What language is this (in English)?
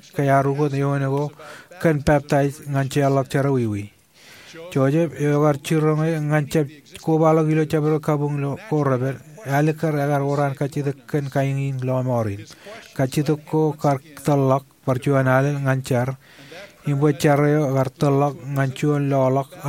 Marshallese